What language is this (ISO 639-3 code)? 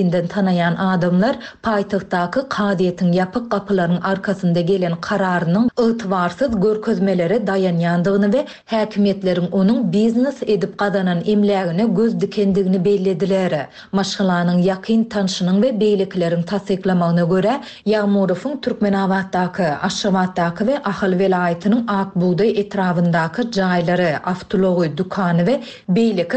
tuk